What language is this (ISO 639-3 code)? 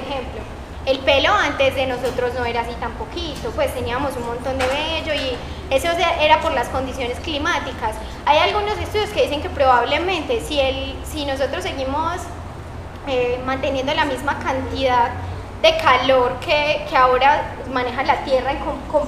spa